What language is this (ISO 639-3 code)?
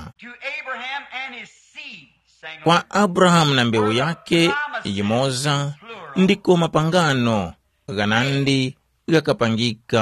tum